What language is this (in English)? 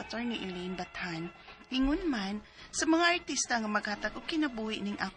Cebuano